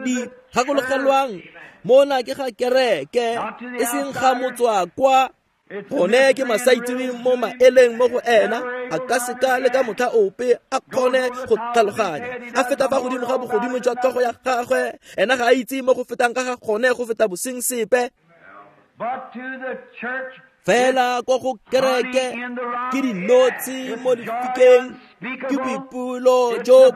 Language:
Tswana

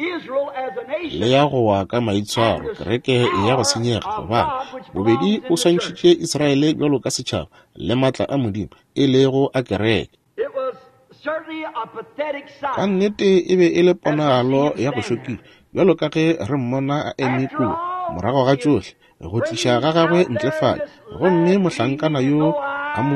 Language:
Northern Sotho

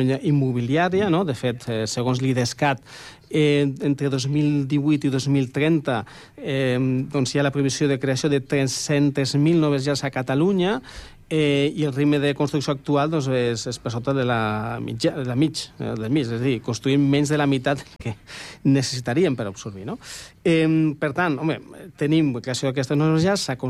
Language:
Catalan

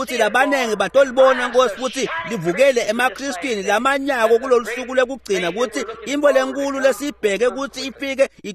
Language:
Swati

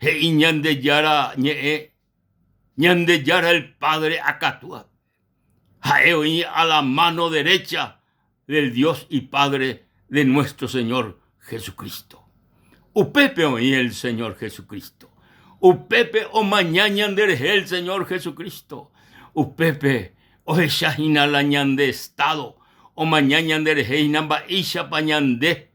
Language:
Guarani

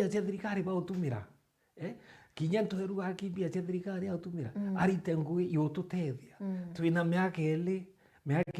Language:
Meru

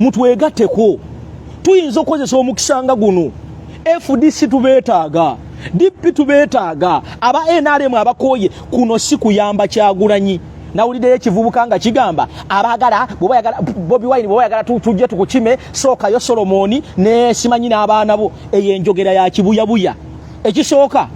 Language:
Ganda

